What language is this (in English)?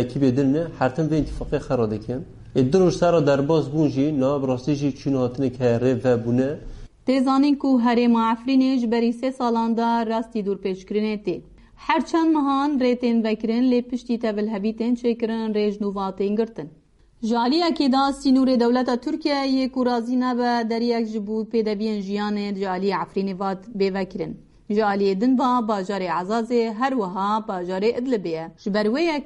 Kurdish